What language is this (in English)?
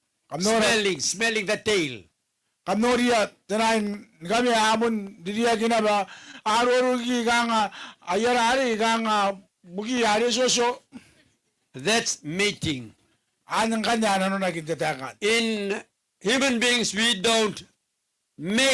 Gilbertese